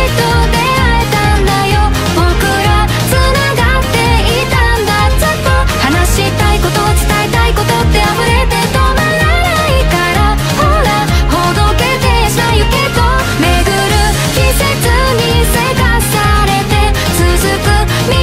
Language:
Japanese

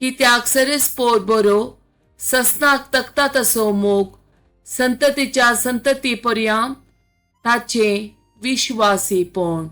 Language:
Konkani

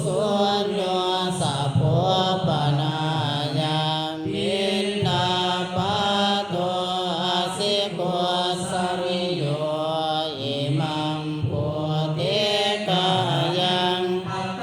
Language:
Pali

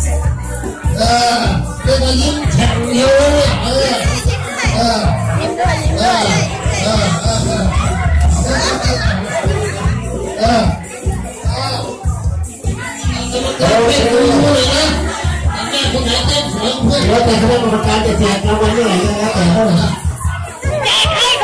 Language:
Thai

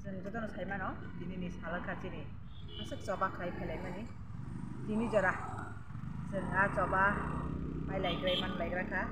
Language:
Kok Borok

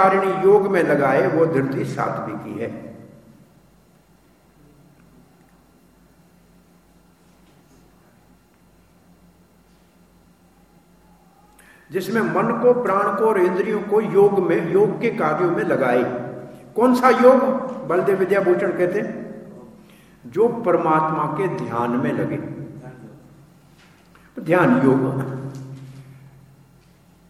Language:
Hindi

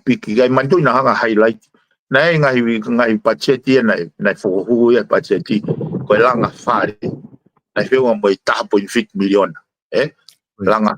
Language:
Tongan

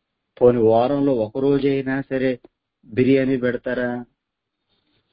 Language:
Telugu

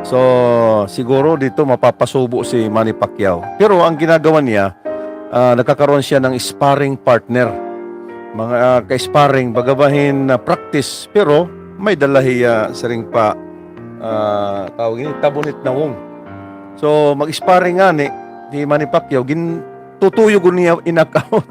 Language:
Waray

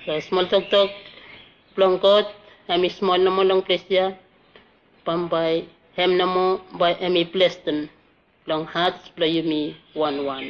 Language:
Bislama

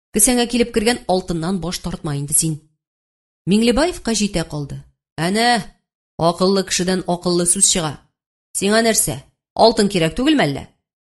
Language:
Tatar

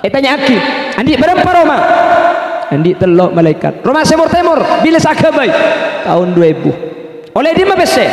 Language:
Madurese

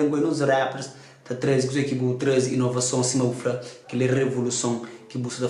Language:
Kabuverdianu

